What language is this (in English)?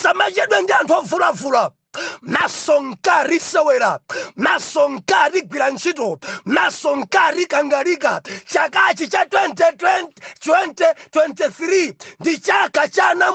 Nyanja